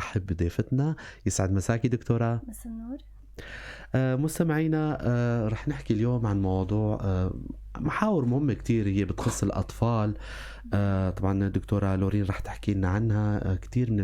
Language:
North Levantine Arabic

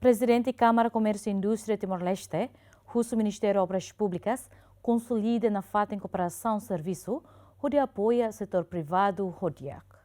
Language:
Tetum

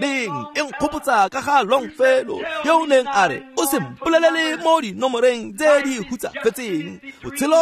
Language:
Tswana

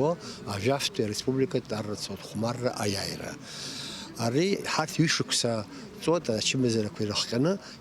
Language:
Abkhazian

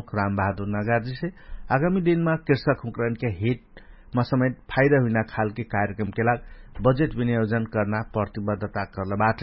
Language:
Dangaura Tharu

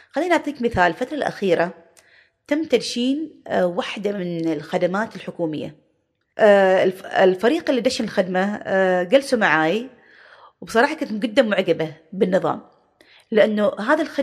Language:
Gulf Arabic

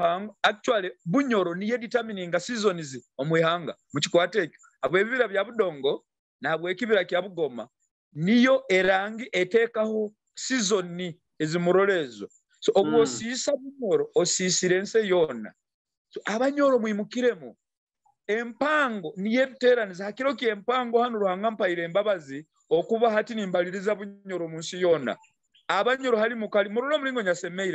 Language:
Nyoro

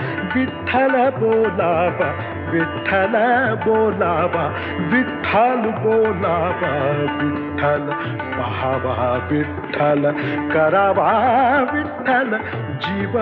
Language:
Marathi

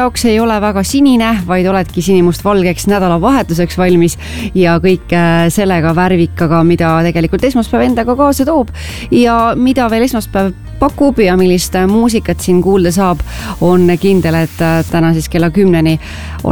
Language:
Estonian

